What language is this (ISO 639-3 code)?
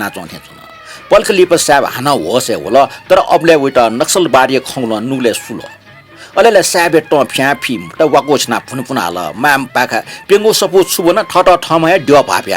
new